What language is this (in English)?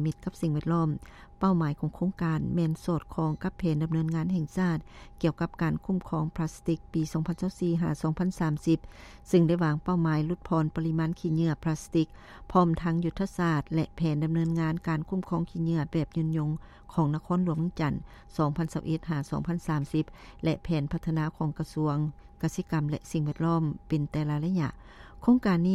Lao